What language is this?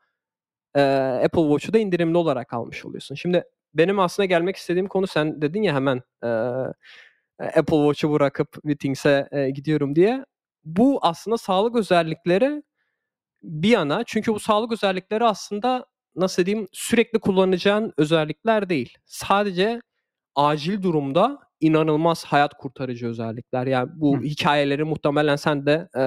Turkish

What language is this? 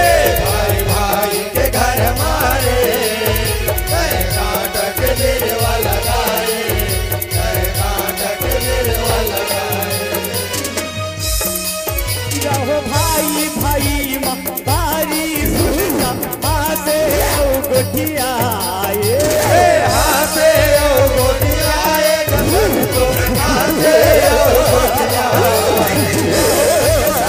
Chhattisgarhi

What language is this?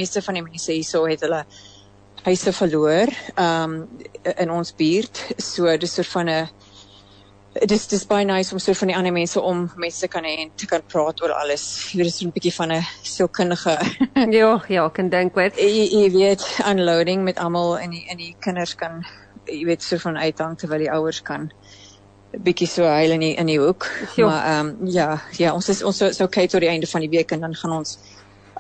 Afrikaans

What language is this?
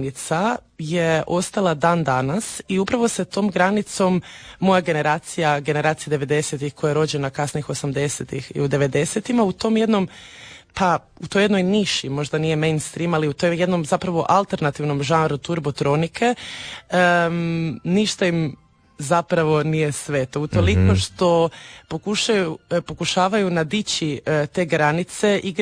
Croatian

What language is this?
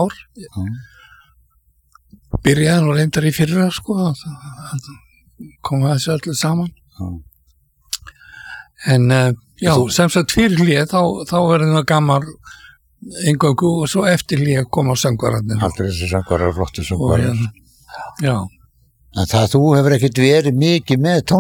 Icelandic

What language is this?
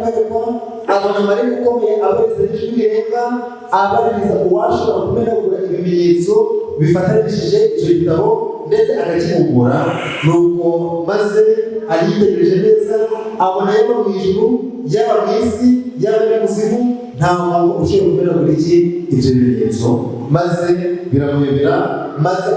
Kinyarwanda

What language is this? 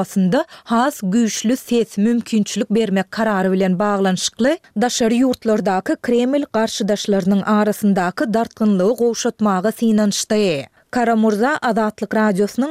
Turkmen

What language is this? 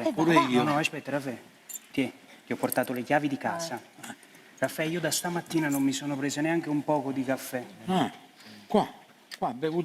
Neapolitan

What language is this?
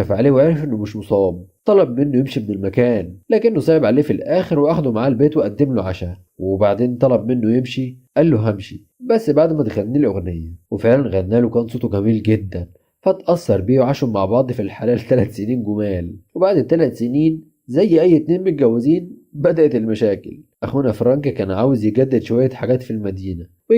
Egyptian Arabic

